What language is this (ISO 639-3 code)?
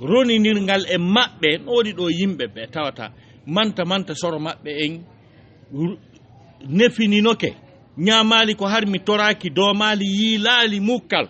ful